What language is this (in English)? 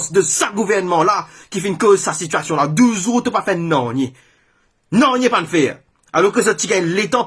Morisyen